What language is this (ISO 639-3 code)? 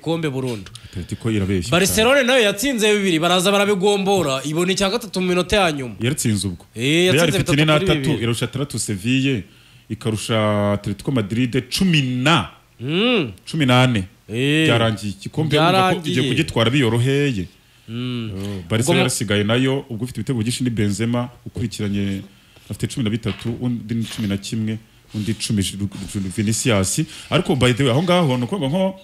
kin